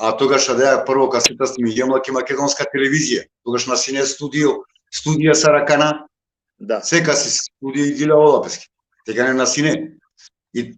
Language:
Balkan Romani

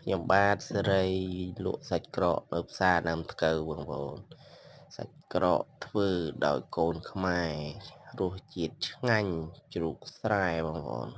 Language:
Khmer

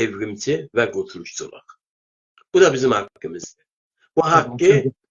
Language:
South Azerbaijani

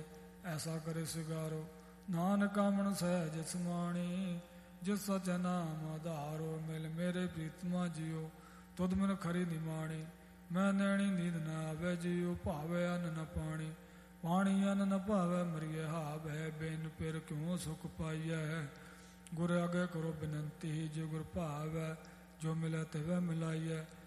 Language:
Punjabi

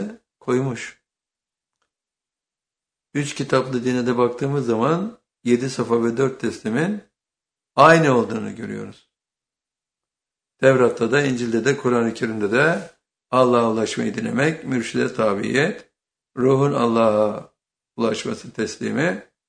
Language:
Turkish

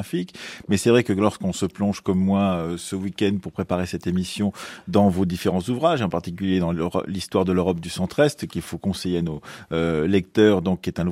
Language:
French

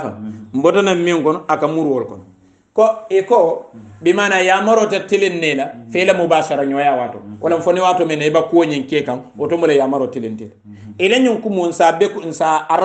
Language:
Hausa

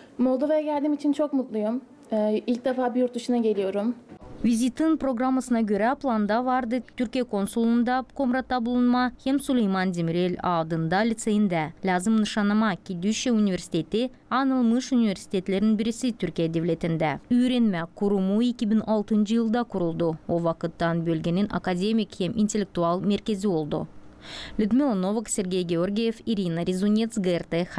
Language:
Gagauz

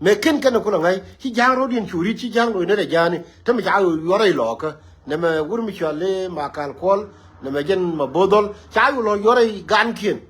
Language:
Nuer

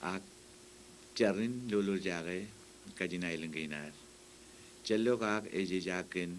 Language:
Marshallese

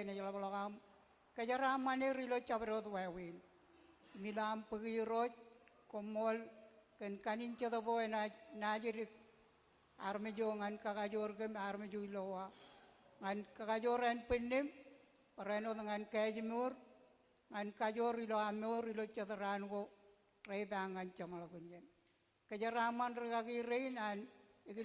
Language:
Marshallese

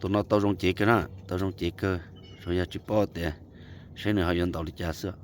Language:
Hmong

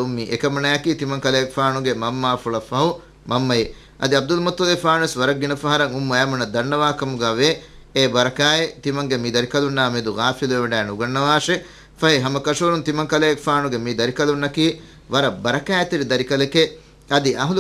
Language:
Divehi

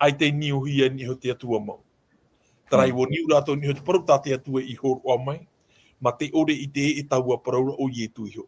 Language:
Tahitian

